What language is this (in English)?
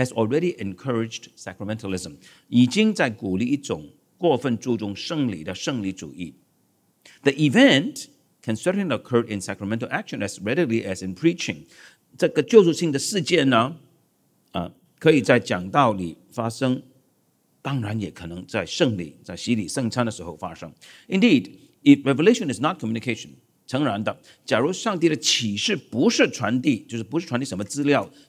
Chinese